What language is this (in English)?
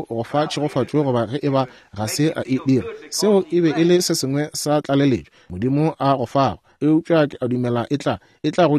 Northern Sotho